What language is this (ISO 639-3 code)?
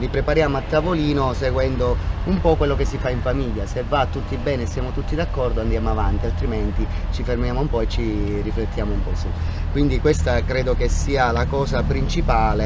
ita